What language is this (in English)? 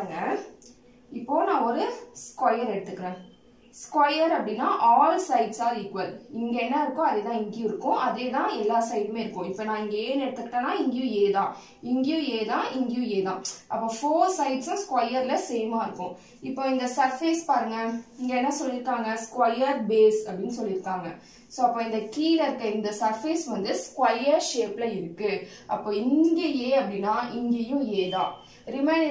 Tamil